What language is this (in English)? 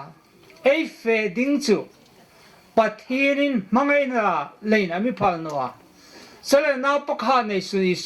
Hmar